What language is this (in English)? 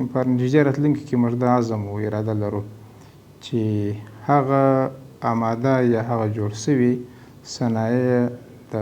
Pashto